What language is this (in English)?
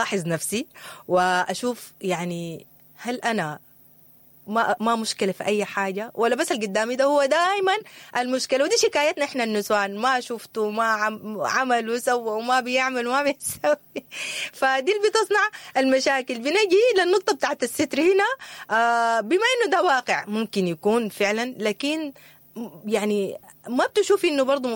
Sudanese Arabic